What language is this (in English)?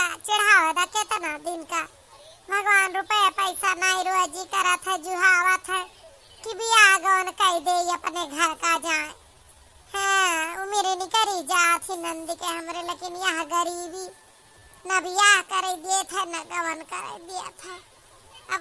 Awadhi